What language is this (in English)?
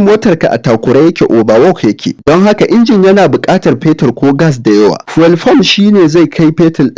Hausa